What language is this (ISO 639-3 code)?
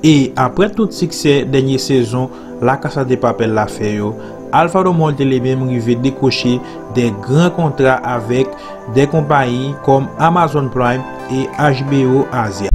hat